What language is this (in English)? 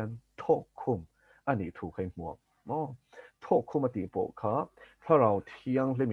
Mizo